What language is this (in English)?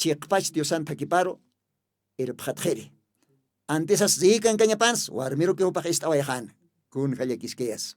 Aymara